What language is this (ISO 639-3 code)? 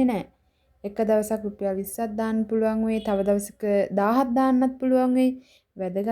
sin